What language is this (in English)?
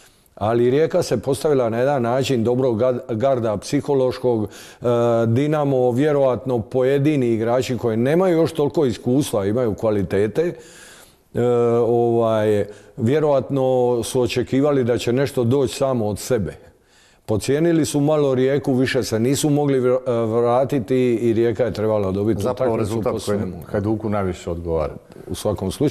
Croatian